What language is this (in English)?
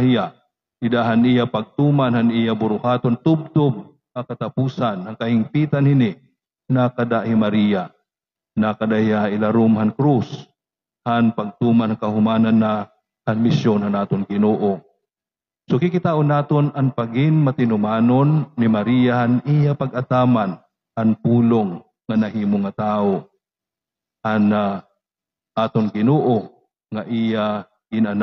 Waray